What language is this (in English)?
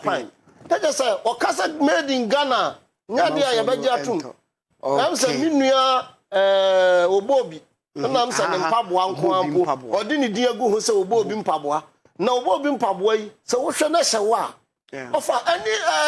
Akan